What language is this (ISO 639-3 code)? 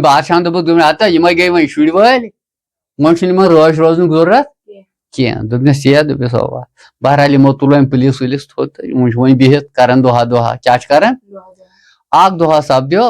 kas